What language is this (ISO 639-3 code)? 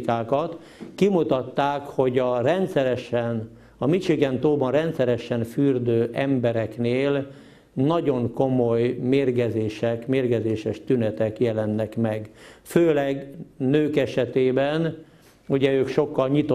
hun